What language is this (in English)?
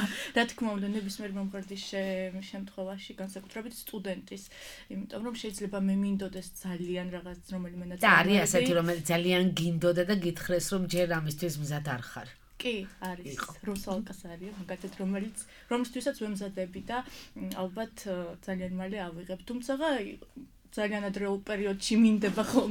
Georgian